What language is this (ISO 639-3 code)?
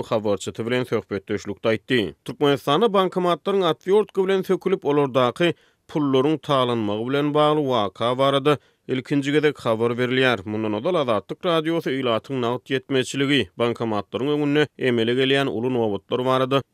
tuk